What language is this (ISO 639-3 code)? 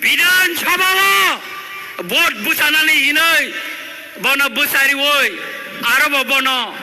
trp